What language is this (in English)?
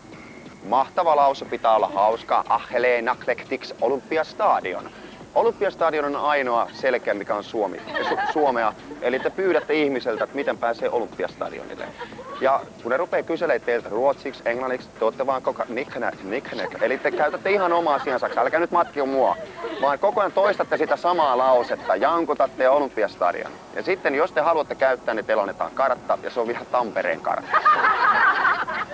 Finnish